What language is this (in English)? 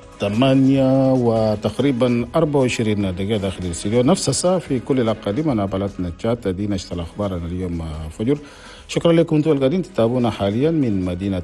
Chadian Arabic